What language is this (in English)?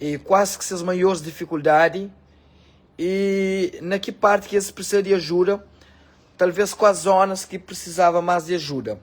Kabuverdianu